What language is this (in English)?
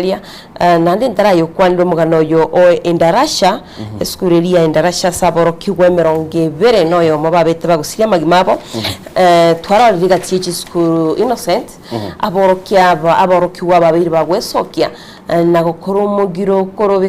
Gusii